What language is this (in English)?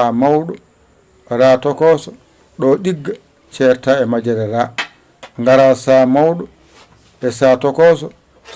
Fula